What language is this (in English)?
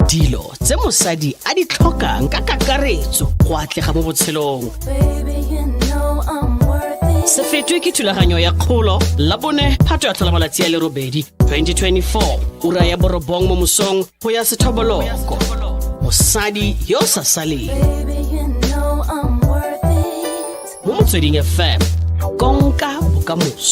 Tswana